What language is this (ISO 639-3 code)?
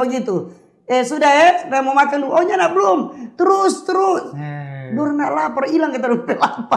xmm